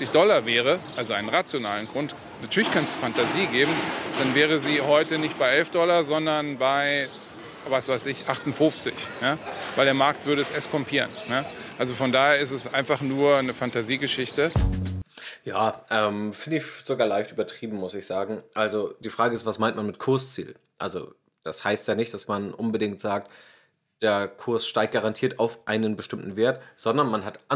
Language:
German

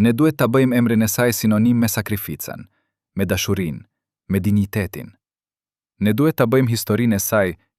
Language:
Albanian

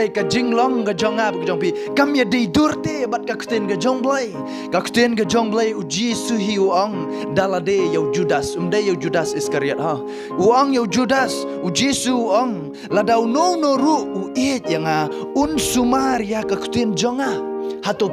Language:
Khasi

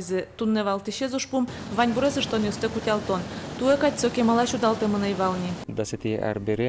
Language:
Udmurt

